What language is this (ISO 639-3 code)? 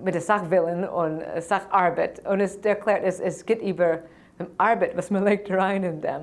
yid